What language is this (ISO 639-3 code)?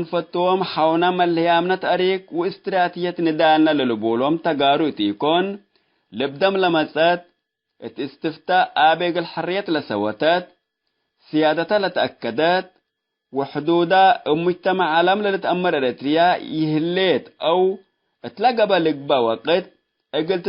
tig